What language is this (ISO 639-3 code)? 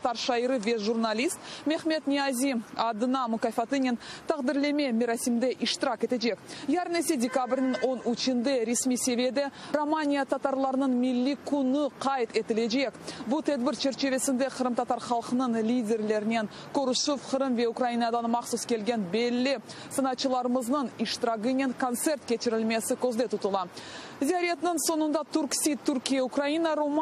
crh